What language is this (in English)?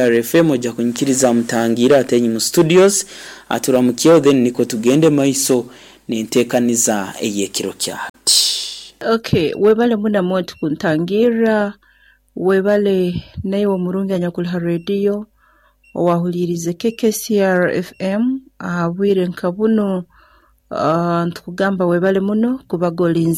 Nyoro